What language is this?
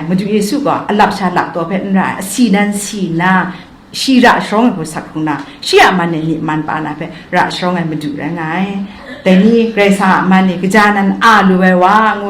Kachin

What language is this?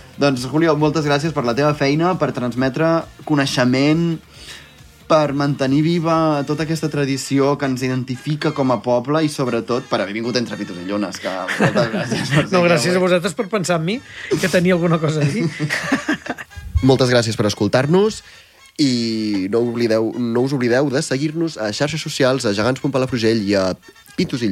Catalan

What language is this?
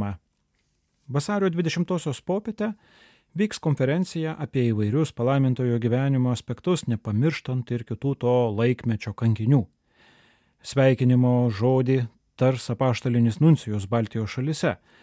Lithuanian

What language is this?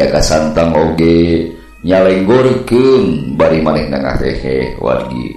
Sundanese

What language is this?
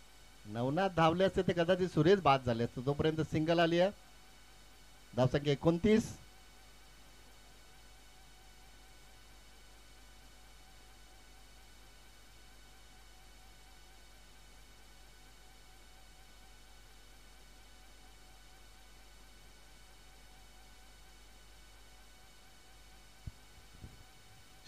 Marathi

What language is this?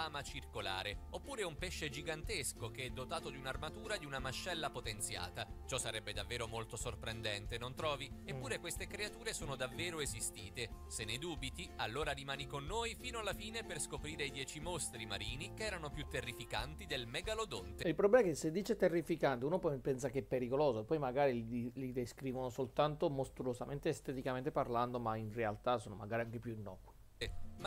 Italian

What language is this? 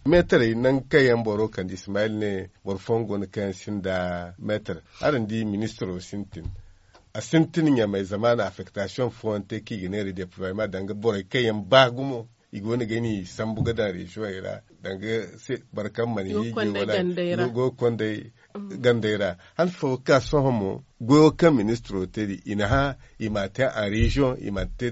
Zarma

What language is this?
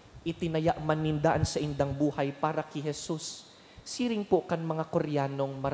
Bikol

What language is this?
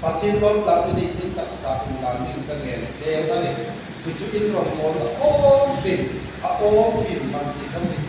Hmar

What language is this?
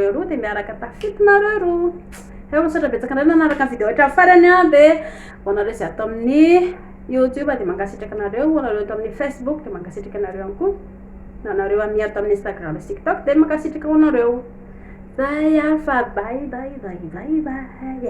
Malagasy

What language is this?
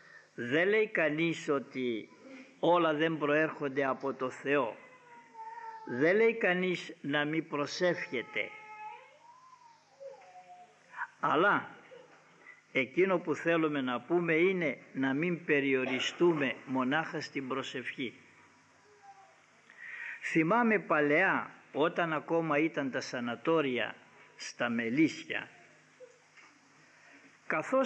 Greek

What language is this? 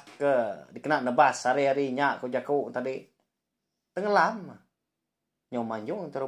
Iban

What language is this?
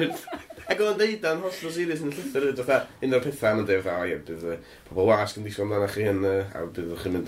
Welsh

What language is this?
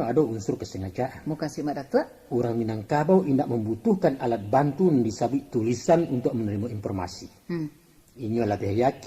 Minangkabau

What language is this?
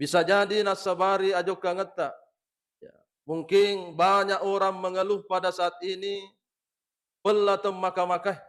Buginese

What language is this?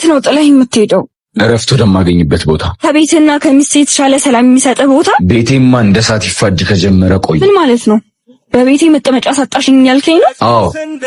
Amharic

